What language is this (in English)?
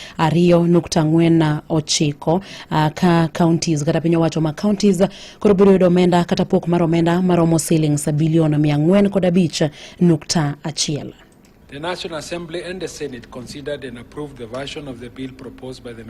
Luo (Kenya and Tanzania)